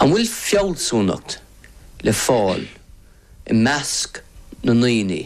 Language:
Irish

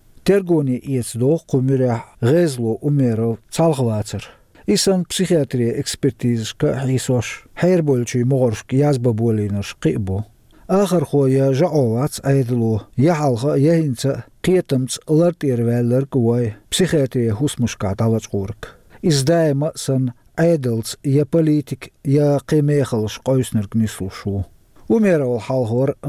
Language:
Chechen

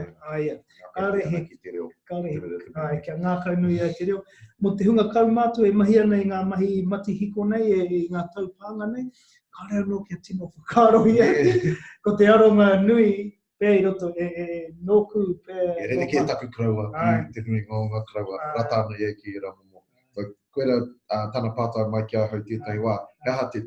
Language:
Māori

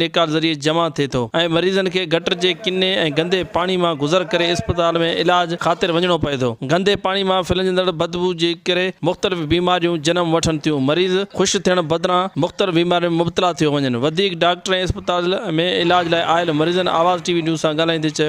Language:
Sindhi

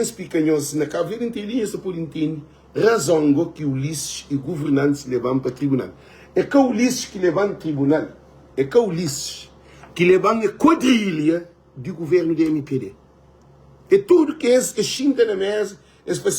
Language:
Kabuverdianu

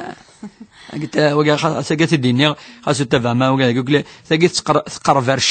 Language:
Kabyle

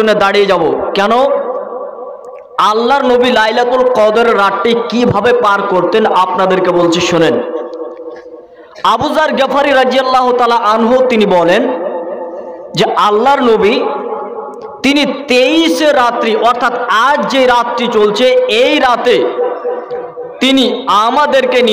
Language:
Bangla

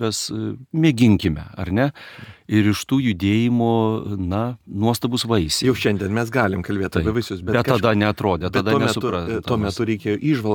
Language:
Lithuanian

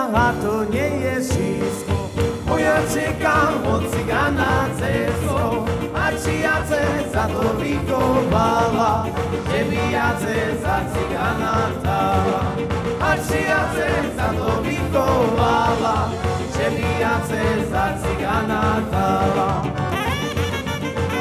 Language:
Slovak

